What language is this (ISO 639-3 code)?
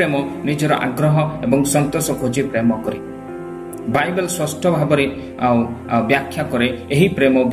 ori